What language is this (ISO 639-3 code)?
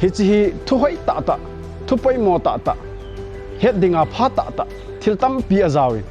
tcz